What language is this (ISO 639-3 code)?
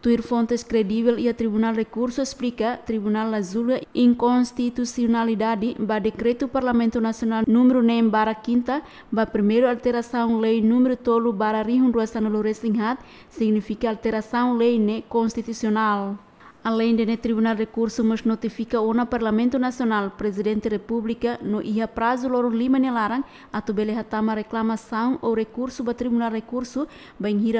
tet